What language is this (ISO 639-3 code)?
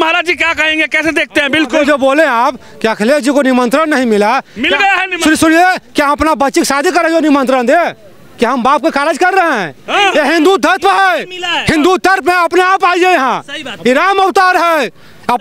hin